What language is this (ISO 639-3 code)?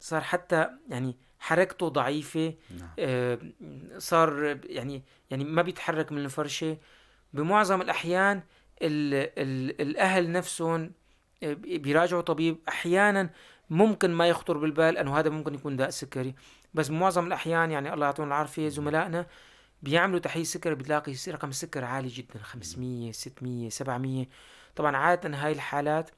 apc